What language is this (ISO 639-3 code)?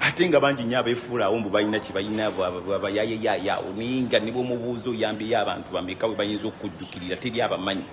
lug